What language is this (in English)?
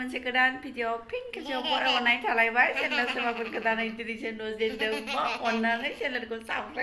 Bodo